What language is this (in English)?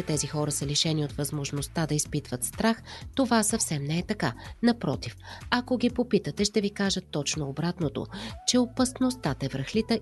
Bulgarian